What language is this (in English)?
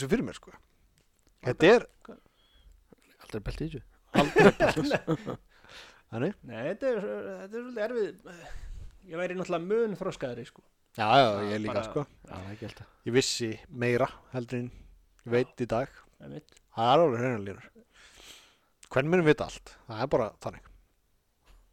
Icelandic